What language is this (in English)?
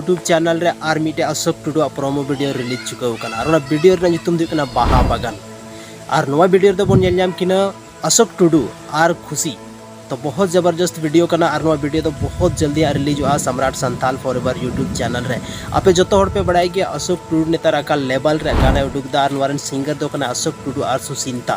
Santali